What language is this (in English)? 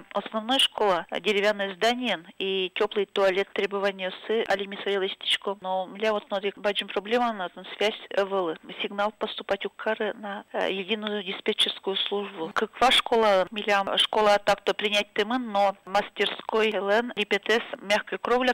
Udmurt